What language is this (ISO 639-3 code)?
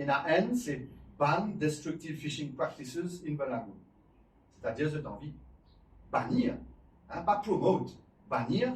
mfe